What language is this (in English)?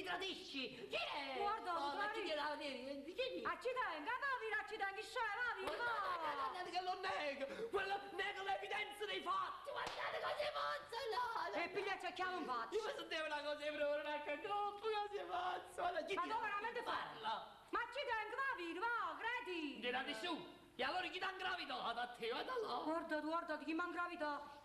Neapolitan